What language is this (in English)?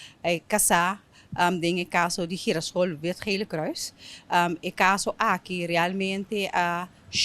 Papiamento